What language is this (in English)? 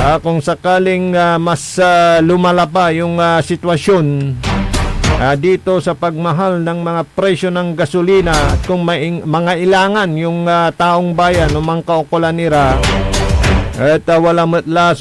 Pangasinan